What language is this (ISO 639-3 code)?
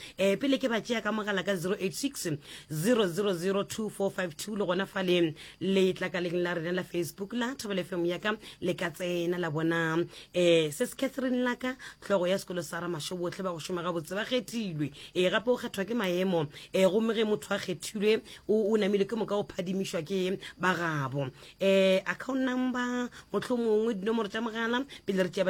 nso